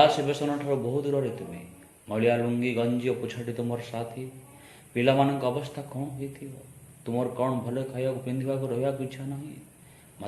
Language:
Odia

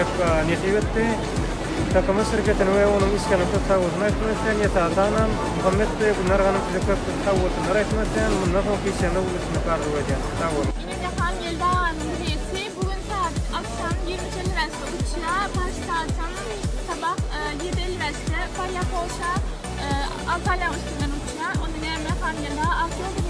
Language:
Turkmen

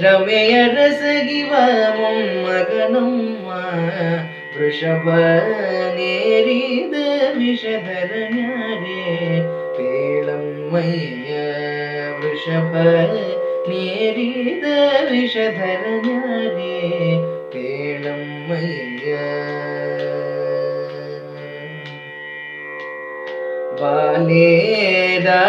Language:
Kannada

